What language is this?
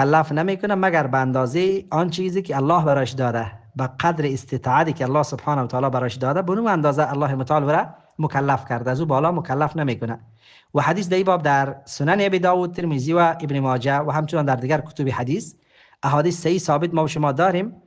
Persian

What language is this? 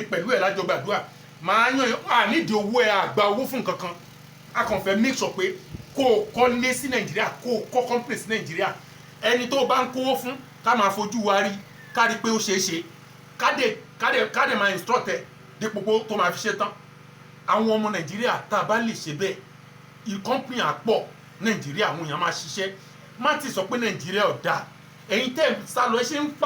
Yoruba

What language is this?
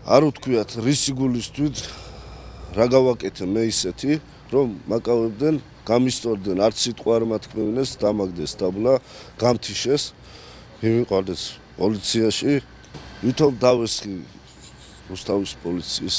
Georgian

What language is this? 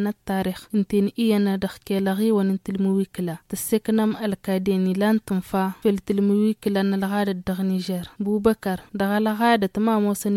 Tamasheq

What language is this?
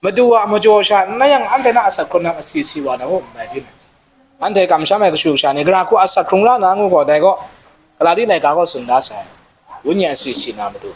Kachin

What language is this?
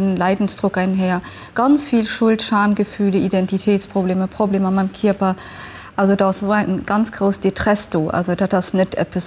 Luxembourgish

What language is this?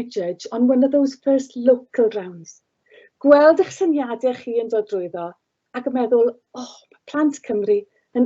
Welsh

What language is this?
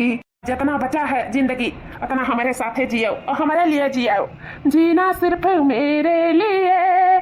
Awadhi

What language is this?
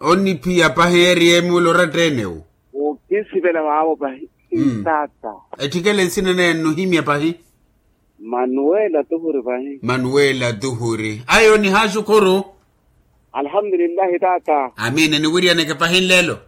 Makhuwa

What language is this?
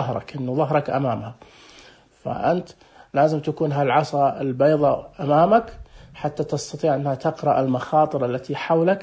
Najdi Arabic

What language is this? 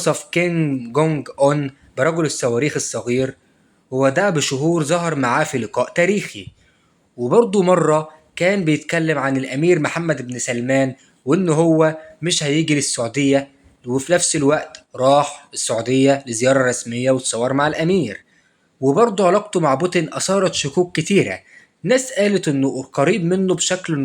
Egyptian Arabic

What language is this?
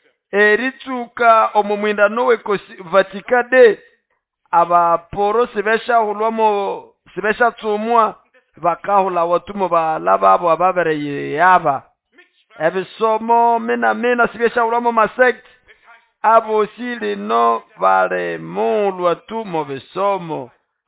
Nande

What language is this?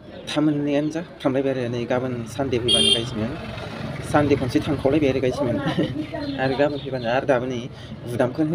Bodo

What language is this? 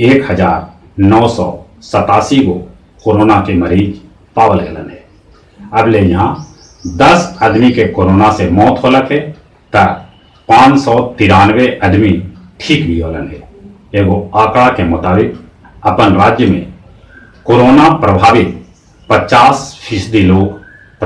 Magahi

